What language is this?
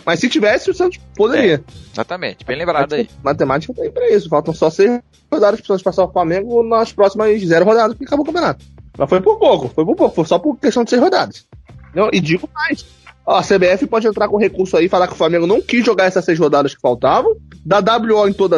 Portuguese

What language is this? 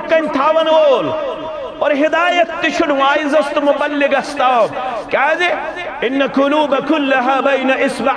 Kashmiri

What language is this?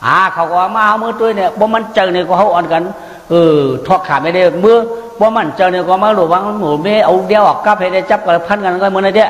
Shan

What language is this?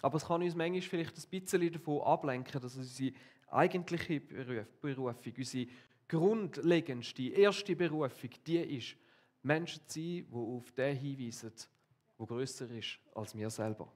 Swiss German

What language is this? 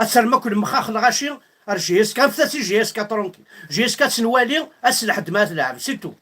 Kabyle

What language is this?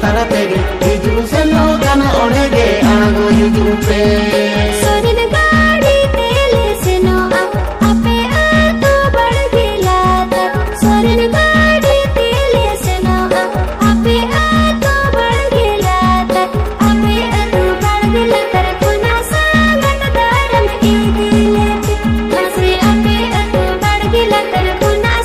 Santali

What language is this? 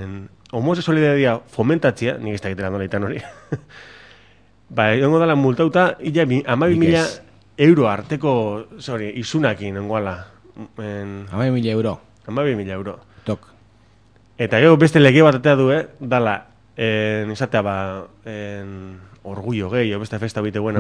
Basque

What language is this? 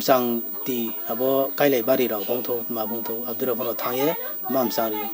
Riang (India)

